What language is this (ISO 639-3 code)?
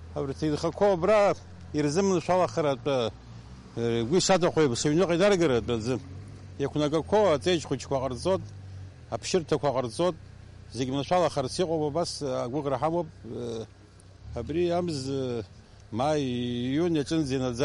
abk